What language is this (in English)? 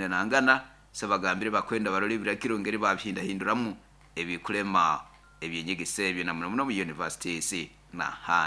Nyoro